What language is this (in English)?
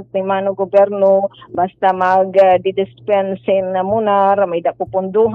Waray